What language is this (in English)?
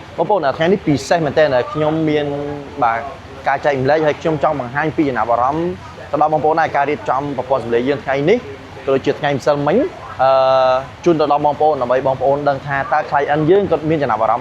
Khmer